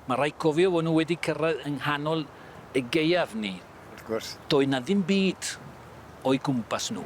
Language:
Welsh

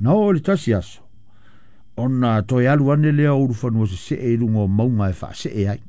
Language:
Samoan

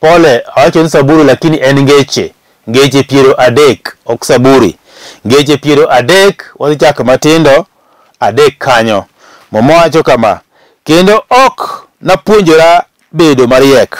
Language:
Luo (Kenya and Tanzania)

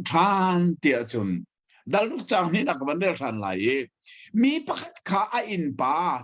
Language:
Hakha Chin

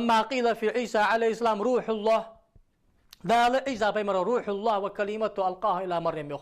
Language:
Ingush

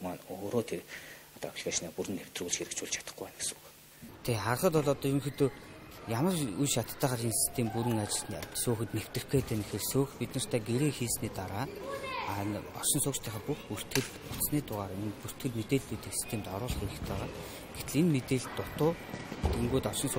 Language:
Mongolian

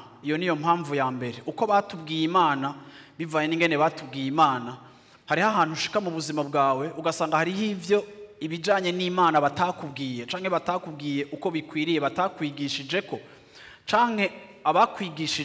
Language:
Rundi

